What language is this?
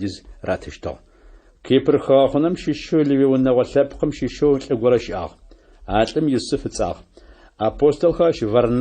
Adyghe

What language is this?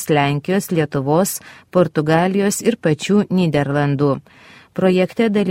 Lithuanian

